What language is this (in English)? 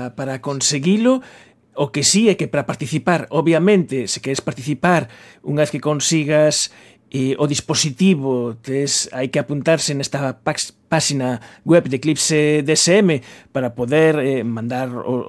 Galician